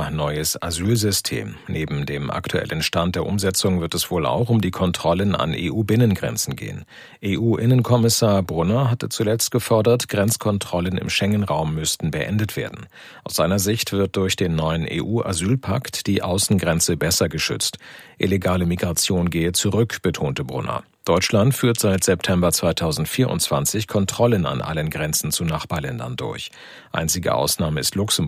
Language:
German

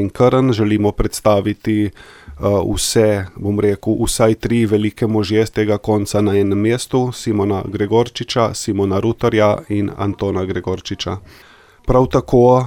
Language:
Slovenian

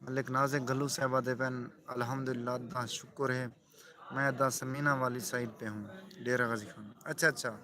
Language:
Saraiki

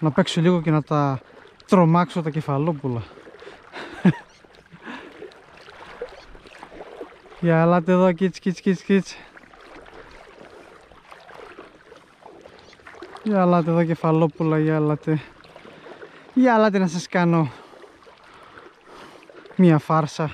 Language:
Greek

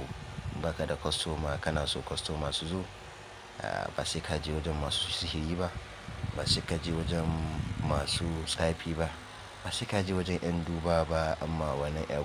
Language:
Hausa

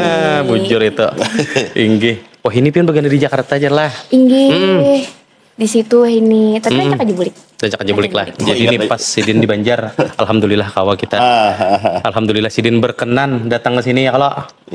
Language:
Banjar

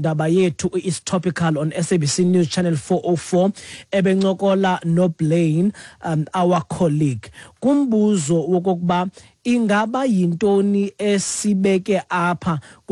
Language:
Xhosa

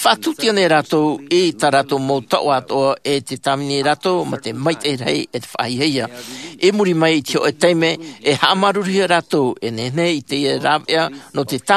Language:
Tahitian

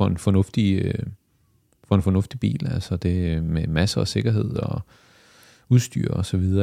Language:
Danish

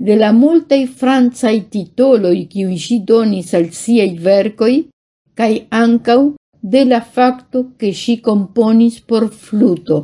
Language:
Esperanto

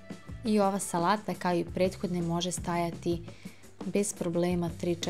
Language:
Serbian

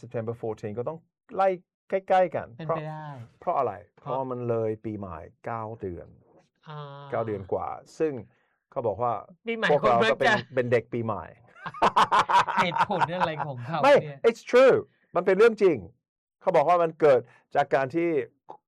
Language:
Thai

